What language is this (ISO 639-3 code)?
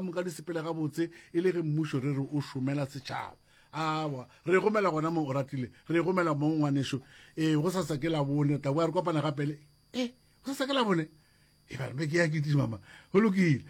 nso